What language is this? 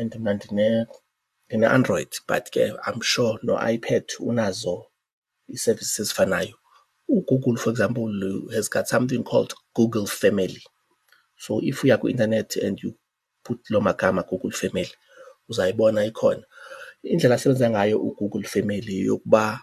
Xhosa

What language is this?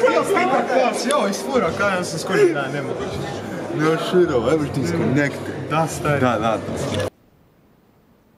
Croatian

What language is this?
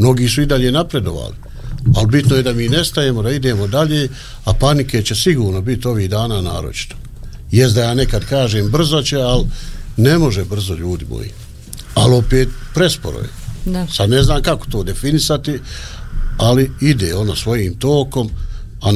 Bosnian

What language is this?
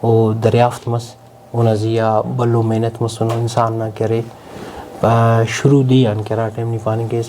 Brahui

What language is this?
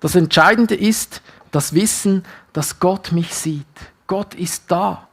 Swiss German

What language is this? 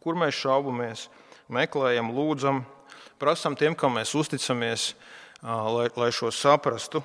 Latvian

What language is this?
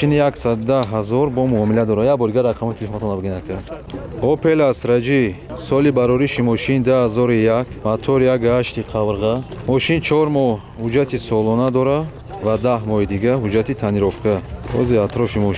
Tajik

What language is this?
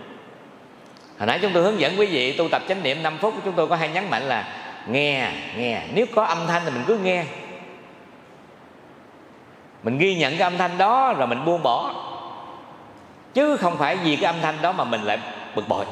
Vietnamese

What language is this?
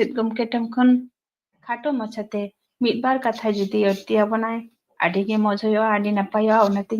Santali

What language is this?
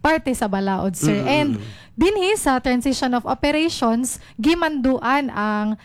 Cebuano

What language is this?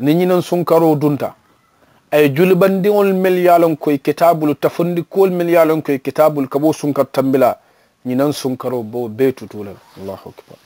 Mandingo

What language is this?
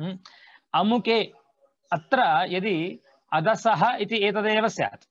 Sanskrit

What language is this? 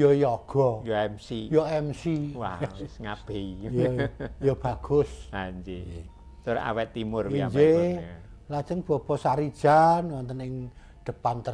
Javanese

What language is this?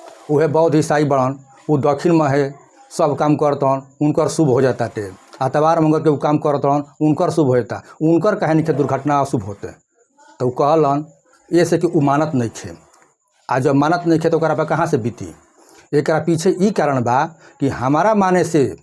Bhojpuri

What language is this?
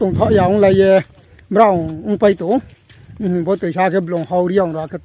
Riang (India)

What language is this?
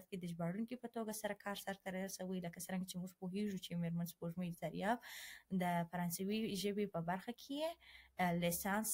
Pashto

